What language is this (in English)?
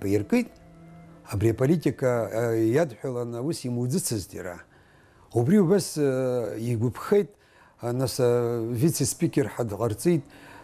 Abkhazian